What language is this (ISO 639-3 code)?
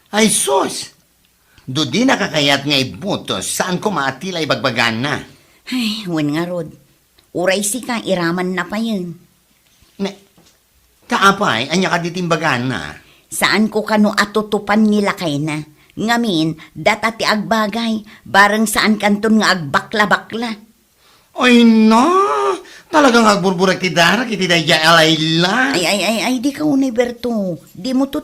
ilo